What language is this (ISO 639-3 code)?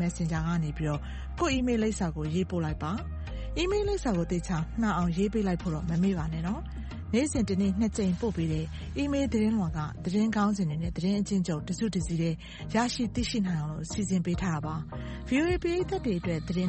mya